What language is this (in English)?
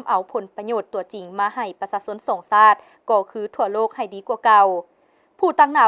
Lao